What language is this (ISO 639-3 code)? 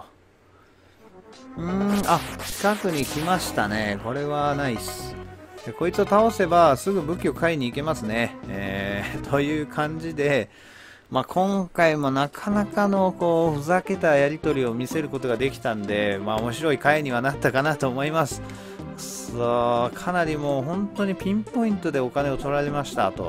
jpn